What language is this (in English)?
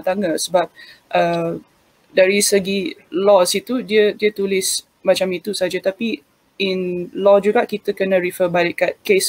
Malay